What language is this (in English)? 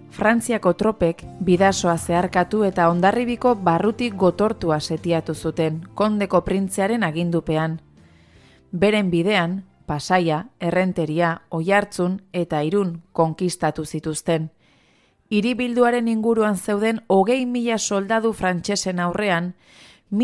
Basque